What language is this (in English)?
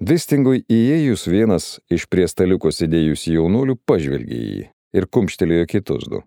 Lithuanian